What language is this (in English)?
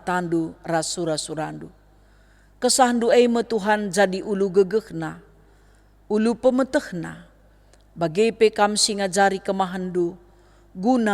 Batak Karo